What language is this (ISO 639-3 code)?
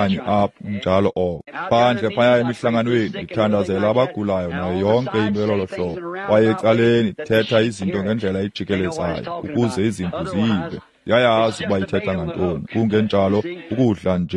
xho